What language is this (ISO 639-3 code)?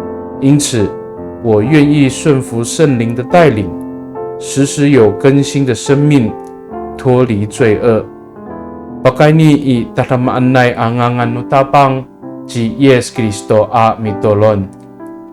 ami